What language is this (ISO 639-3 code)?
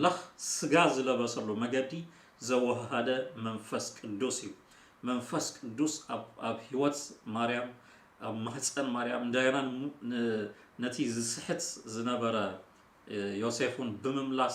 tir